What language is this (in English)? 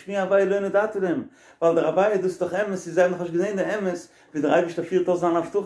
Yiddish